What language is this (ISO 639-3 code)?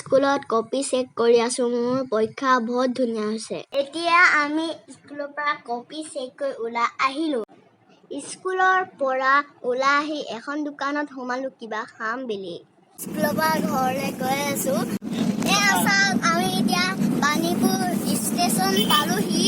asm